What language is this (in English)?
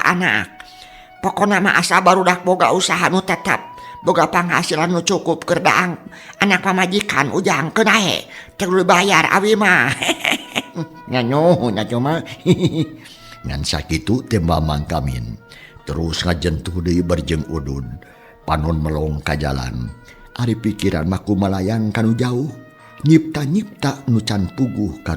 Sundanese